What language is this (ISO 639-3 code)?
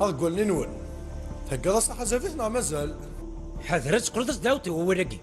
kab